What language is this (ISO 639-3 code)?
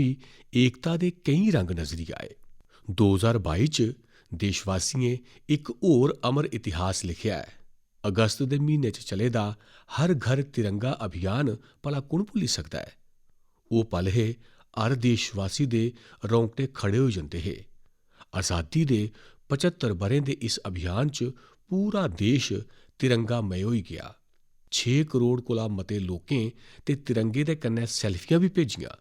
doi